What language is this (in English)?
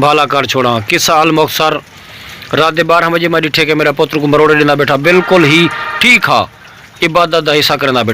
Saraiki